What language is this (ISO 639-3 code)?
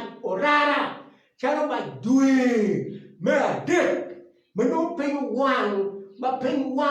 ach